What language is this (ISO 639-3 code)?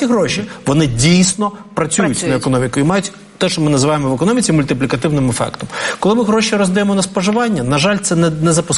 ukr